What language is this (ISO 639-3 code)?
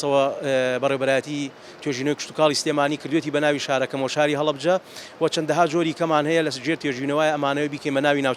ckb